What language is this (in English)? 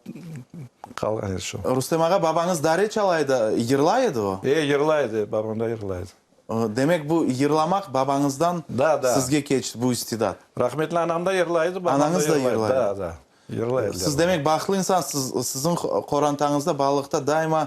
Crimean Tatar